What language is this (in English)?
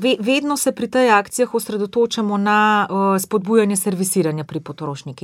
Slovenian